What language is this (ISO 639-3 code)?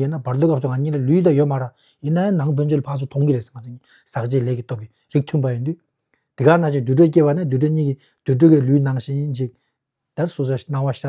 bod